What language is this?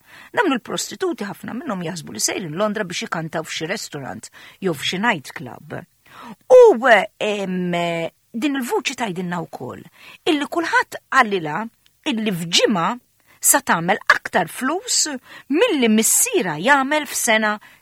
Maltese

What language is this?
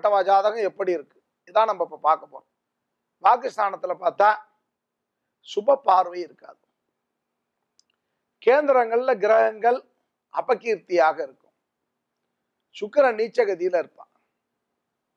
Tamil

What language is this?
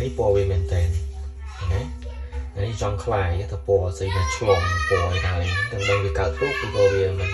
Khmer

